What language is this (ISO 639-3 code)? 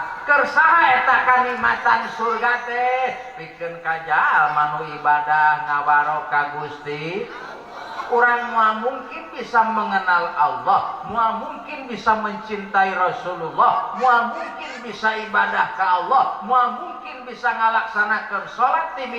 sun